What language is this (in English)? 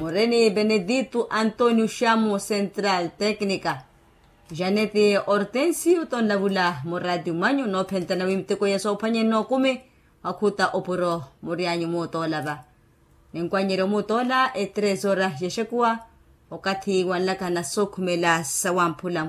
Makhuwa